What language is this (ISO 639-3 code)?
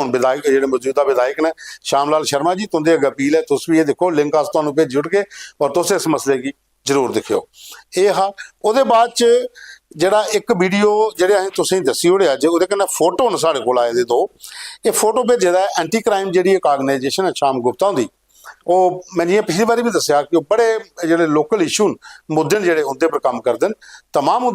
doi